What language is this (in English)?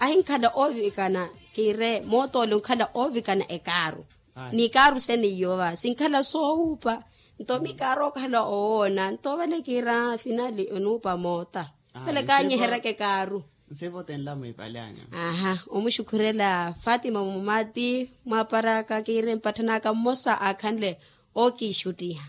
Makhuwa